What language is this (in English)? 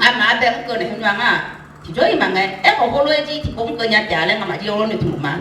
Akha